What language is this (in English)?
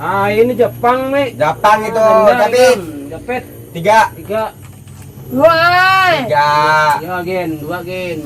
Banjar